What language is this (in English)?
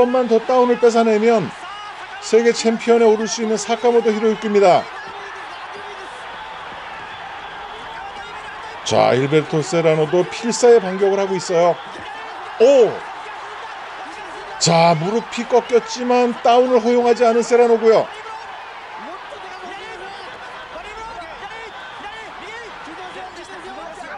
Korean